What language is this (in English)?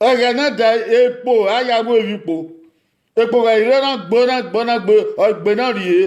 Bini